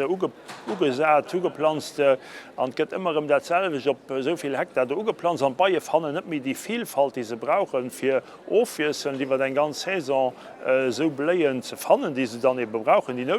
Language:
Luxembourgish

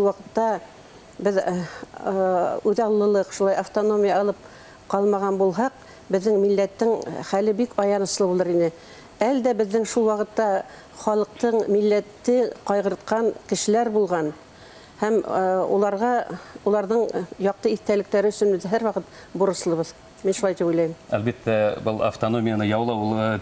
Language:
Bashkir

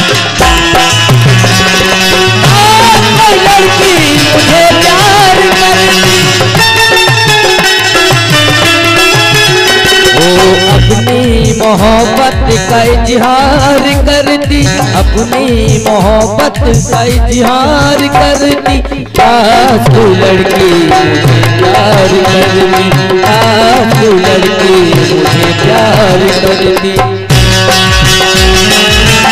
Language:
Hindi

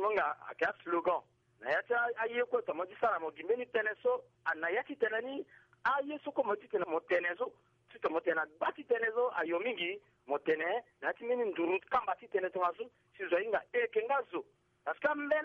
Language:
Sango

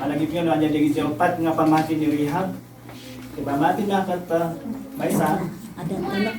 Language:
Iloko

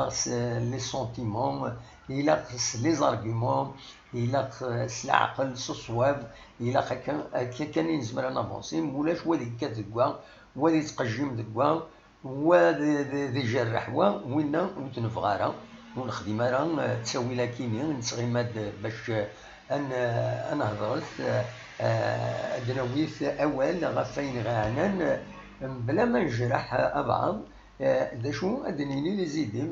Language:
Kabyle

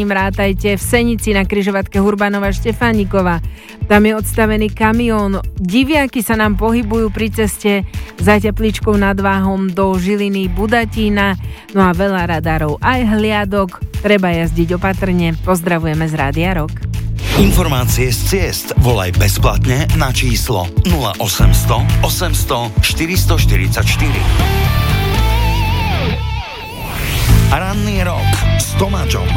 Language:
Slovak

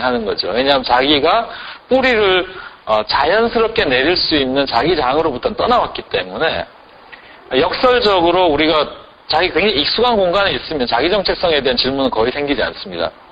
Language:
Korean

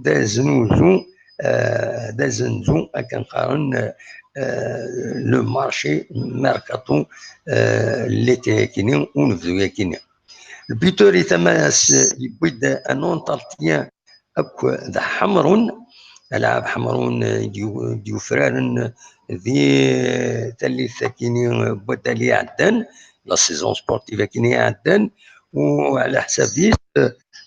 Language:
Kabyle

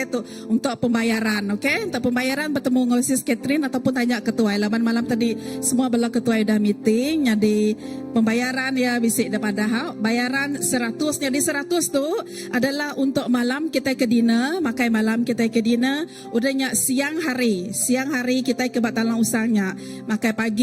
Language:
Iban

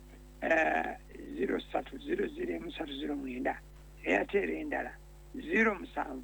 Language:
Ganda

